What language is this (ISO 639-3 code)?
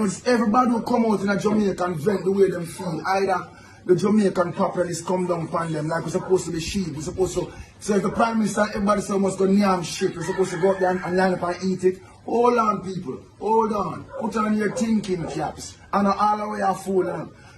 jam